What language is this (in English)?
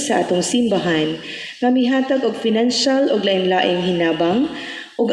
Cebuano